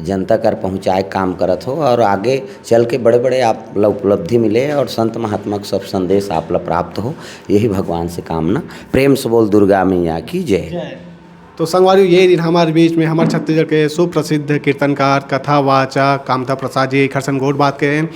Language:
Chhattisgarhi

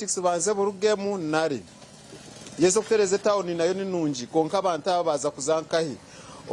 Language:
Nyankole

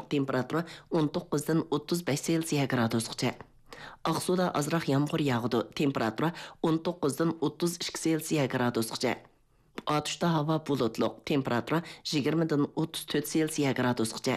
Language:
Uyghur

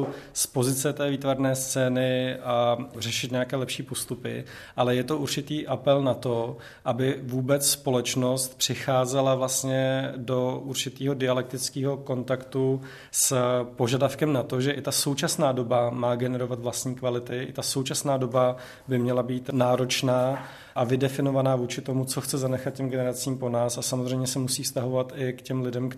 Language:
Czech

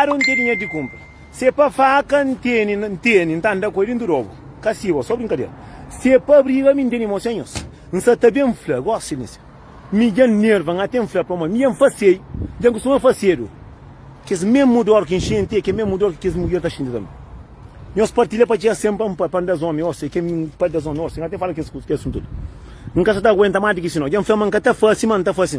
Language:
Kabuverdianu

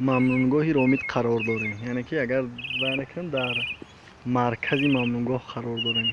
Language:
Tajik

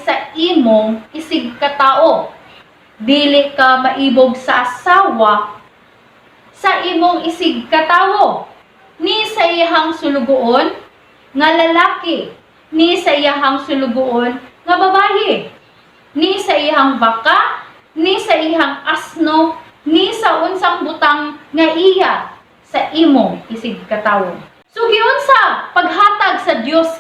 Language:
Cebuano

